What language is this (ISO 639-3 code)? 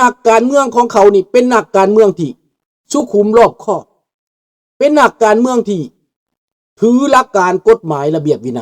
lao